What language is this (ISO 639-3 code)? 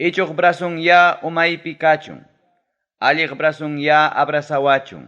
quy